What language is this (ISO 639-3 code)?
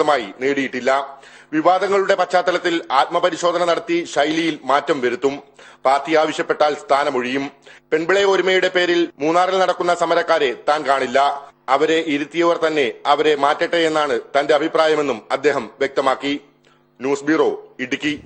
mal